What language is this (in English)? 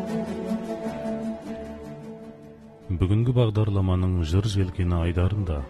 Kazakh